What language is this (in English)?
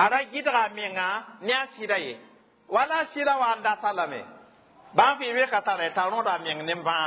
Mossi